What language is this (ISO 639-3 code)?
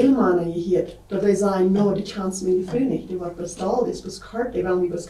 pdt